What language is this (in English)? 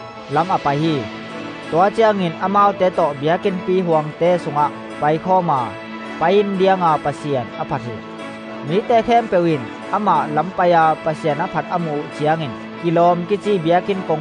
Tedim Chin